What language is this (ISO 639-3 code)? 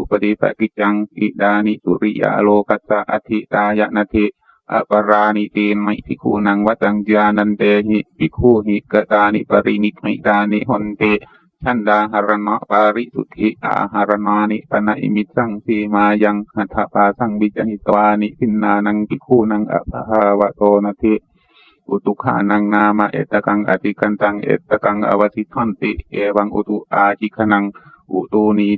pli